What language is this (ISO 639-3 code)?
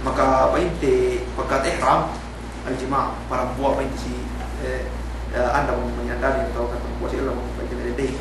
yka